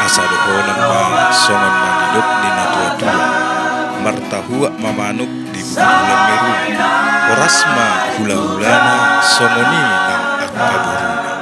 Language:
Batak Toba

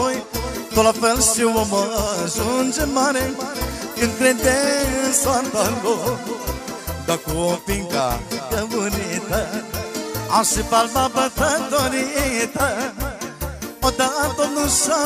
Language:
Romanian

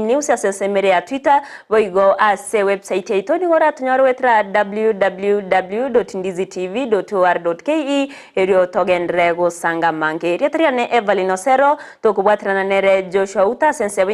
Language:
Gusii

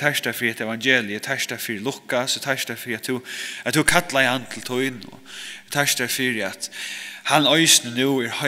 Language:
Faroese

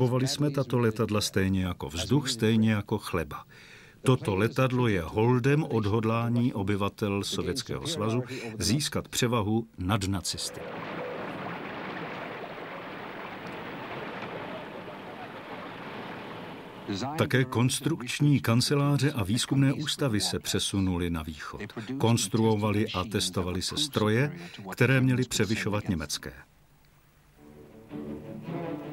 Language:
Czech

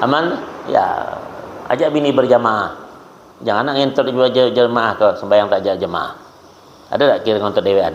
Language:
Banjar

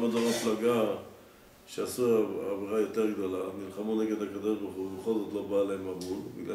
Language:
Hebrew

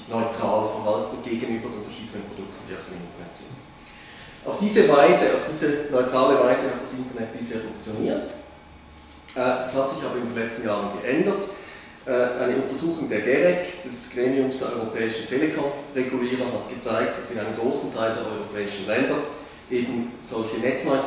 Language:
German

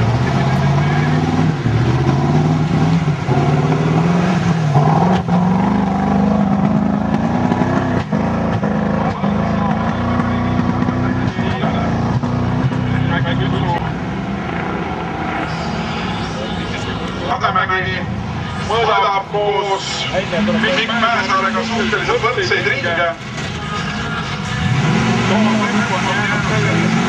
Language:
Estonian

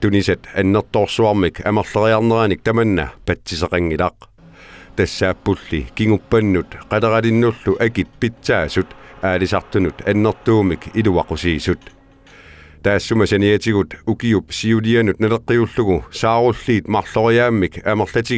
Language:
Kalaallisut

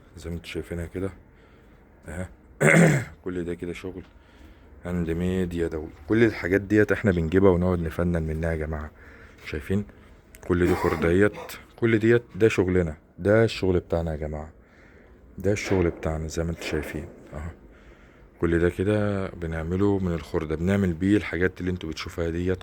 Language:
Egyptian Arabic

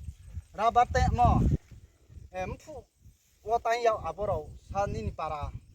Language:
Riang (India)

